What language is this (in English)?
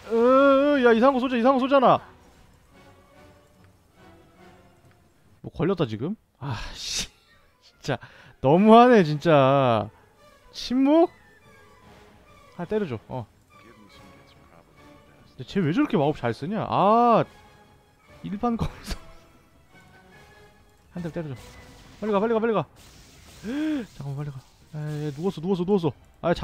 Korean